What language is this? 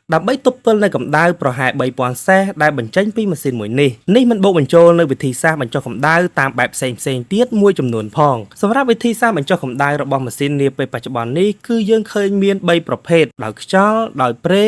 Khmer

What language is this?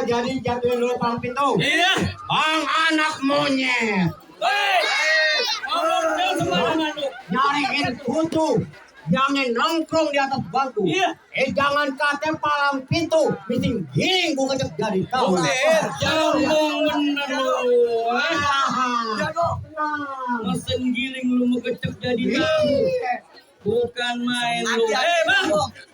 Betawi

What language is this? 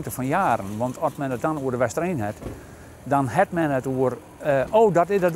Western Frisian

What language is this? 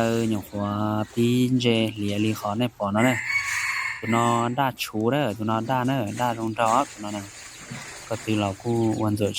Hmong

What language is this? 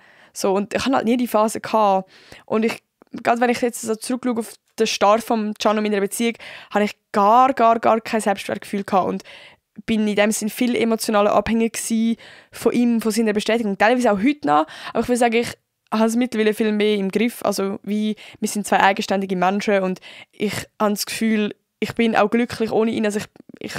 Swiss German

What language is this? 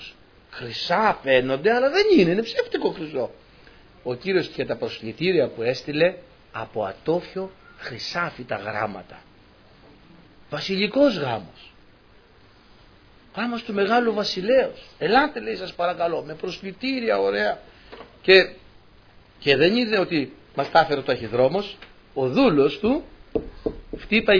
Greek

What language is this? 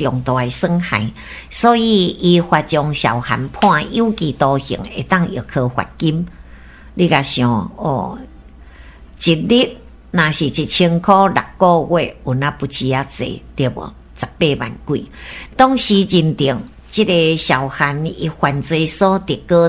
Min Nan Chinese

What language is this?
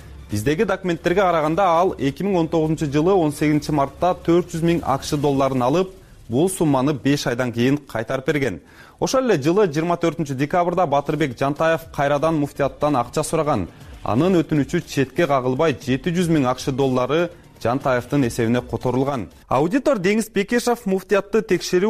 Kyrgyz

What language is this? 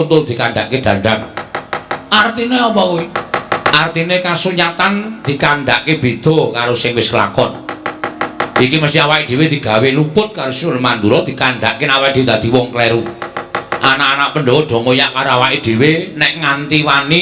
Javanese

